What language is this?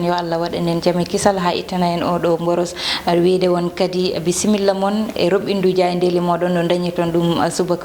Fula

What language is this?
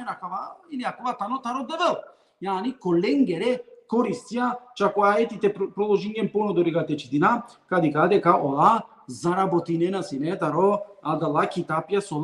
Balkan Romani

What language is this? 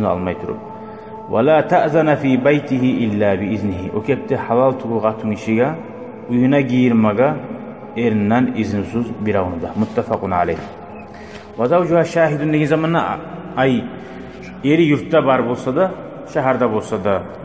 Kumyk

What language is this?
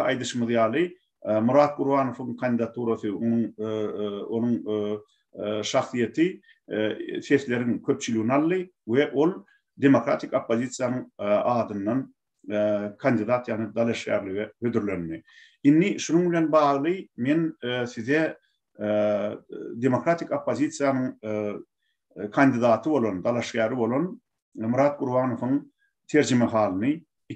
Turkmen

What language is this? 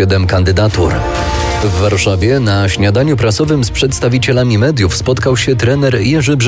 Polish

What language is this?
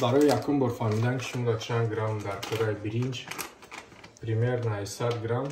Tajik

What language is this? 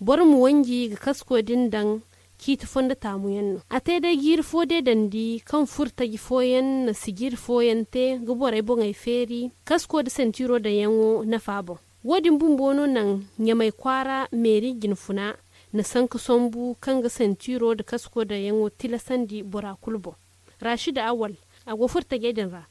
Zarma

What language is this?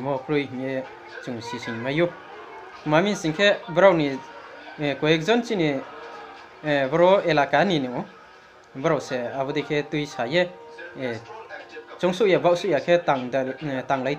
Riang (India)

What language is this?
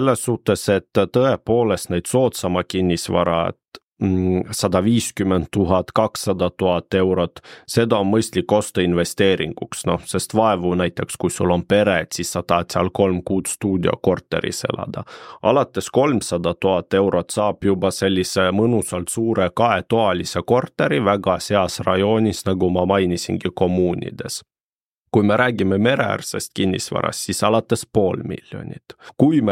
Estonian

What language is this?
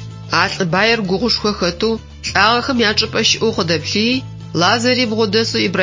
Adyghe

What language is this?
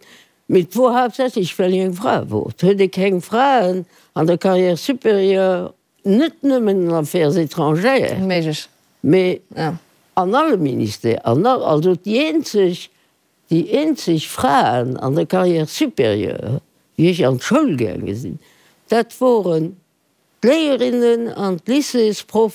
Luxembourgish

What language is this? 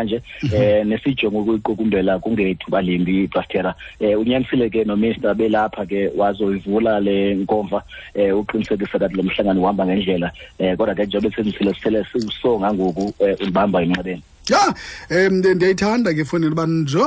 Xhosa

